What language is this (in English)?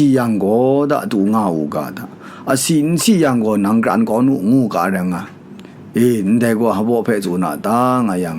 Kachin